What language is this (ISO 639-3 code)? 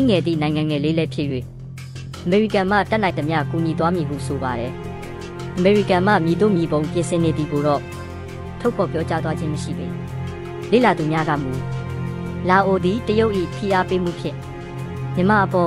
mya